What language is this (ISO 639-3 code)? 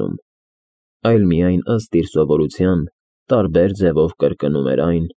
hye